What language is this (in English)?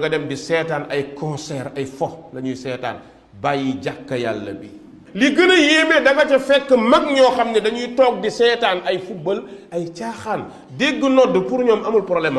Wolof